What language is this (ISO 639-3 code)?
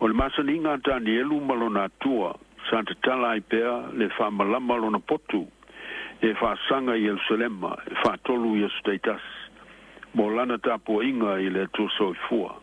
smo